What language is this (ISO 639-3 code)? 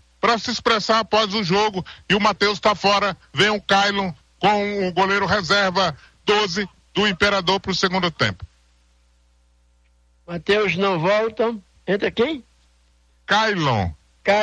por